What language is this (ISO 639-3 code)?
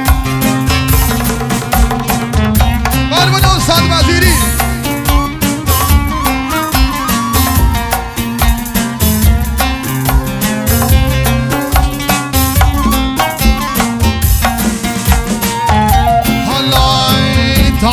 fas